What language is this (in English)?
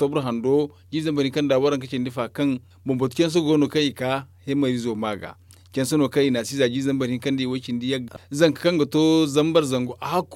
Zarma